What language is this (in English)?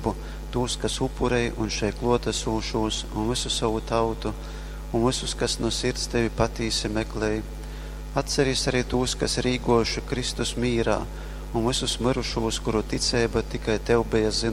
Latgalian